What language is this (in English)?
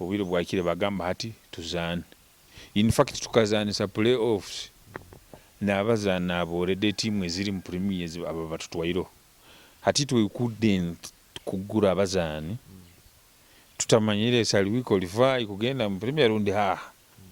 Nyoro